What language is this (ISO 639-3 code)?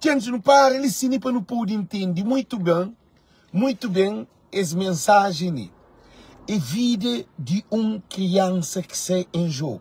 kea